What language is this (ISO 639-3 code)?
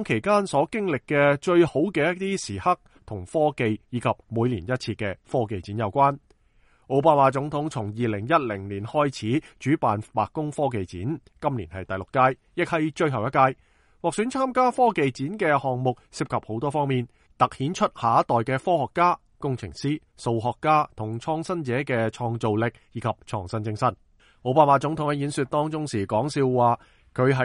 yue